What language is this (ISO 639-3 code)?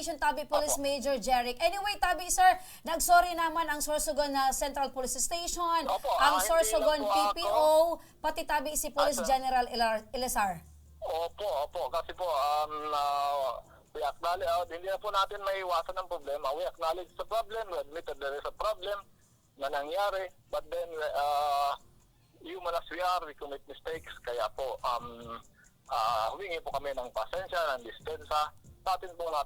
bik